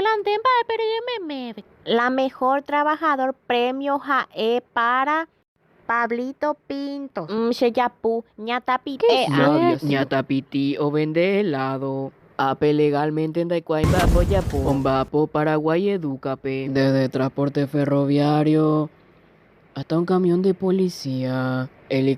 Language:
Guarani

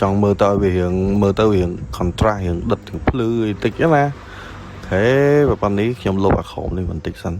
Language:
Khmer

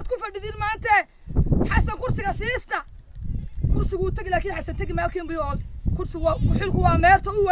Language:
Somali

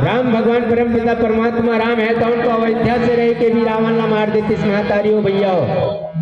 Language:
Chhattisgarhi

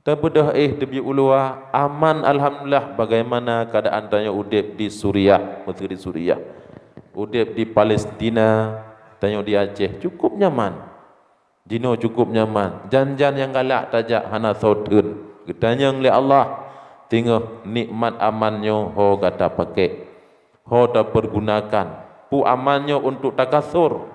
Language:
Achinese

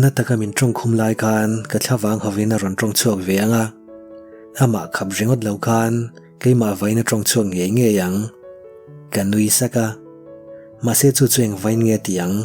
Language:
Mizo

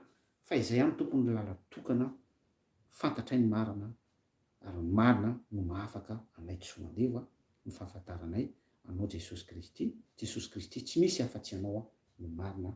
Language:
Malagasy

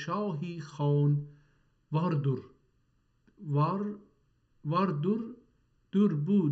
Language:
South Azerbaijani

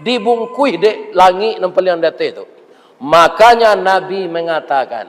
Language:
Minangkabau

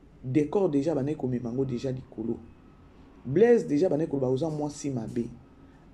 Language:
Lingala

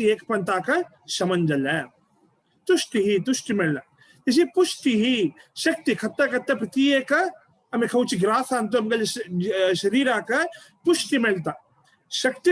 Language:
Konkani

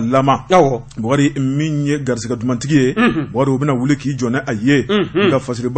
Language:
Bambara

